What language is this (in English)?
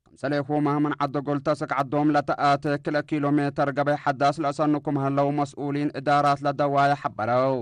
Tigre